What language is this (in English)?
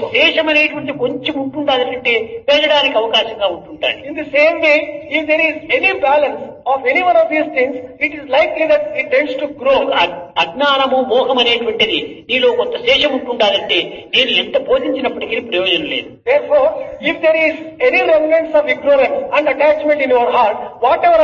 Telugu